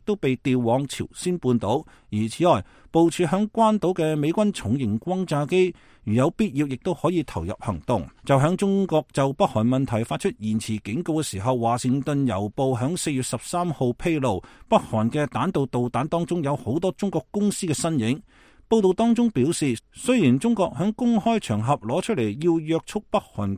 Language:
Cantonese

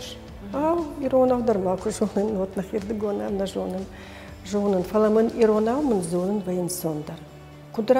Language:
Ossetic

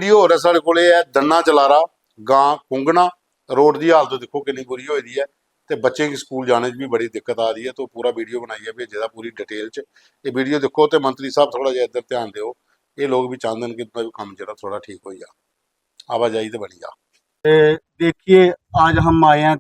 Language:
Dogri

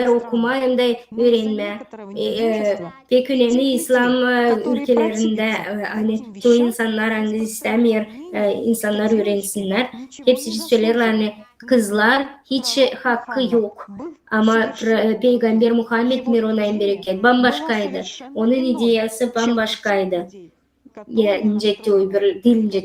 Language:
Gagauz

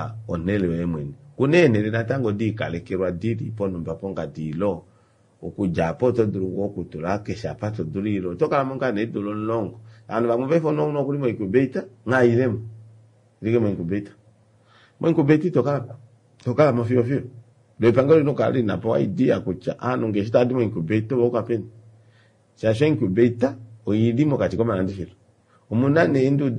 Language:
Kuanyama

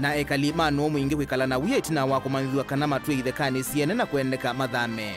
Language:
Kamba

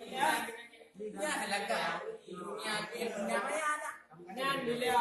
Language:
Achinese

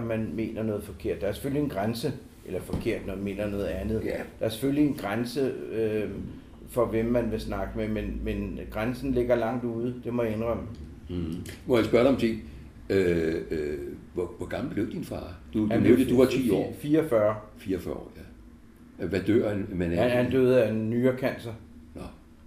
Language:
Danish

